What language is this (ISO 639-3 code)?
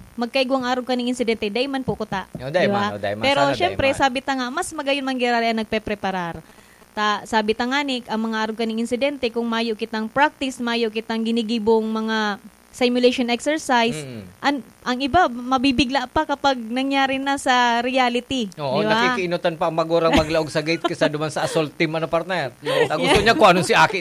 bik